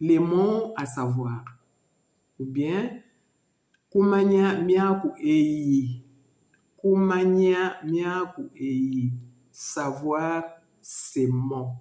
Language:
Luba-Lulua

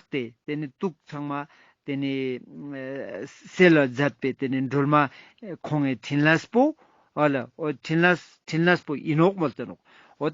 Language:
Ladakhi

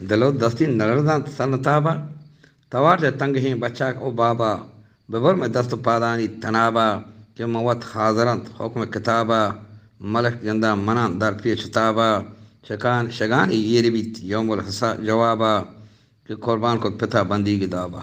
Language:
Eastern Balochi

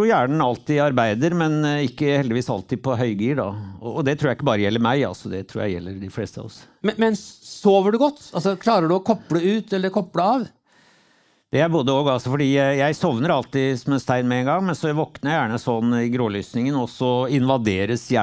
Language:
Norwegian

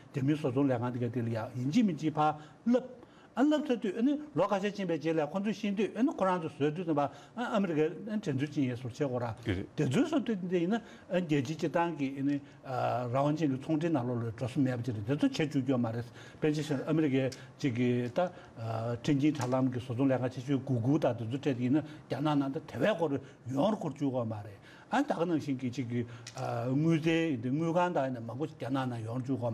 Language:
Tibetan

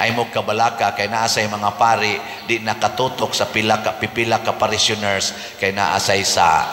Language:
Cebuano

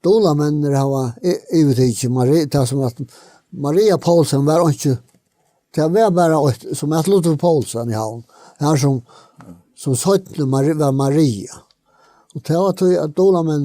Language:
Faroese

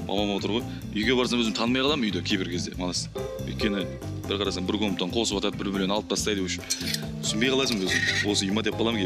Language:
Kazakh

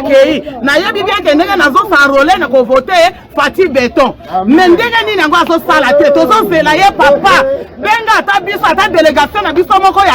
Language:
Lingala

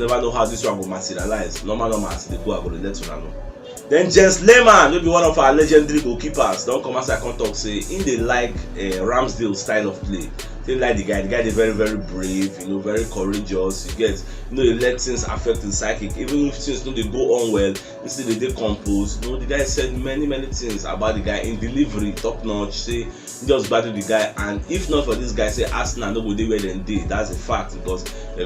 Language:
Nigerian Pidgin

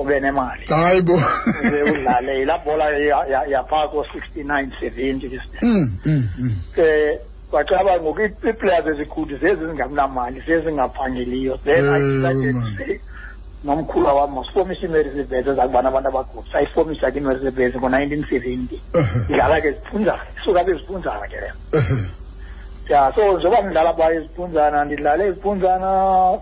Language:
Xhosa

